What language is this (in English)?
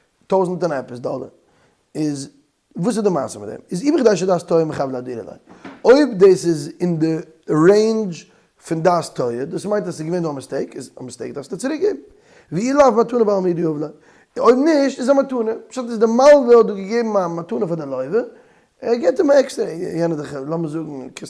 Yiddish